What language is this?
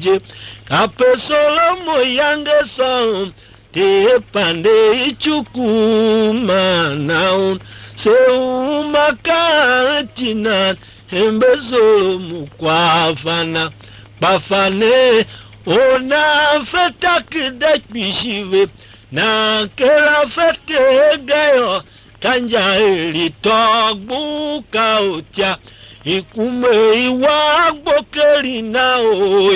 Tiv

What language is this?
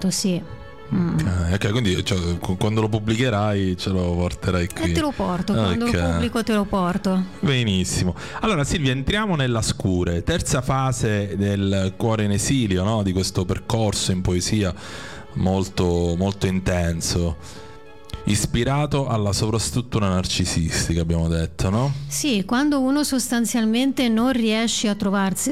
Italian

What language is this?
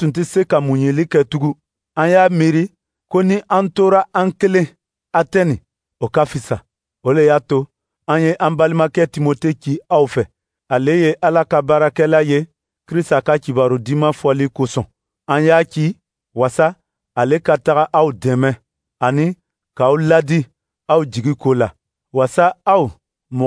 Dyula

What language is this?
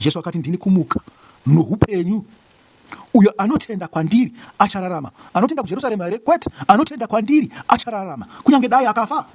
Shona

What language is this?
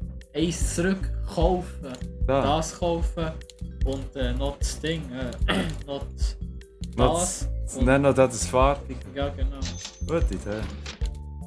Swiss German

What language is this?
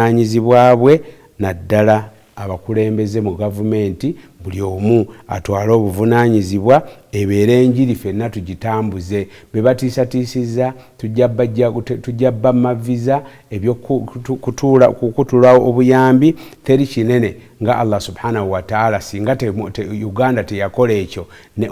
Ganda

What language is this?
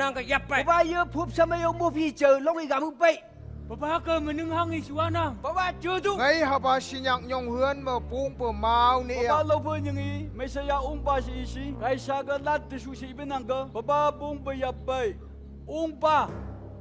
Phom Naga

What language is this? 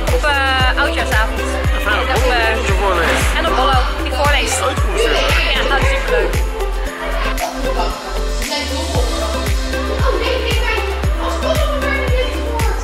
Dutch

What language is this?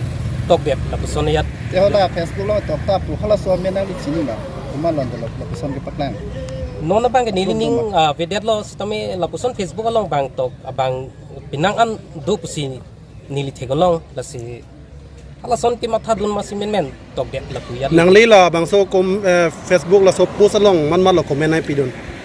Karbi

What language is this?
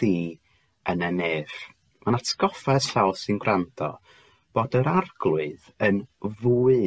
Welsh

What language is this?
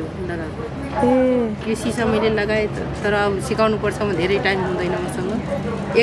Nepali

